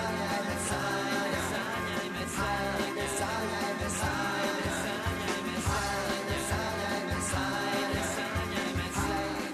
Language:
Serbian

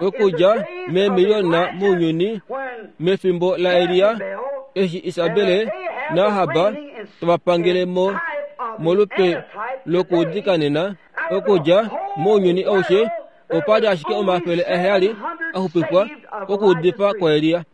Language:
Kuanyama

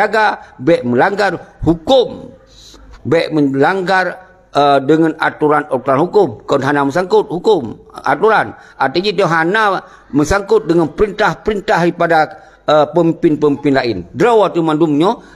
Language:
Achinese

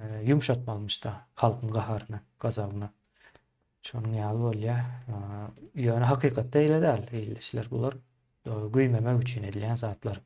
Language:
Turkmen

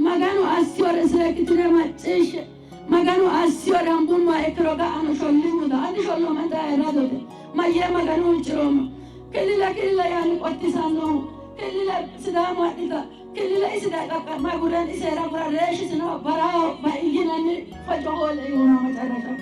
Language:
Sidamo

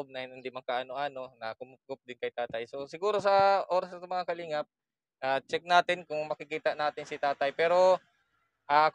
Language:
Filipino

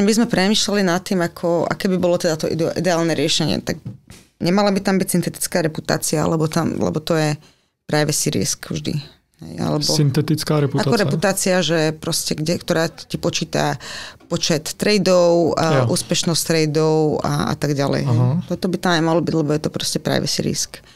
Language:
Slovak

